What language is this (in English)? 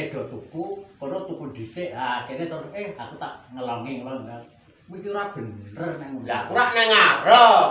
Javanese